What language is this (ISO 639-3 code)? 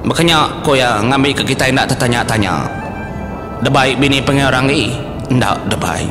iba